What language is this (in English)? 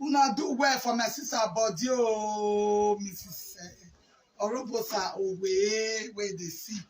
Nigerian Pidgin